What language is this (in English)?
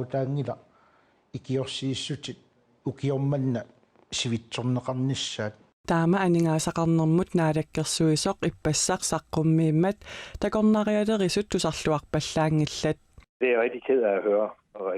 Kalaallisut